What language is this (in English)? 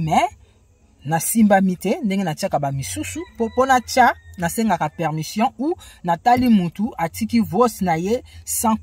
Lingala